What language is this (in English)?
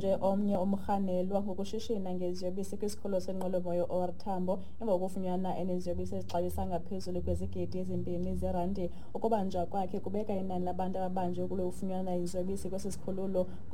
Xhosa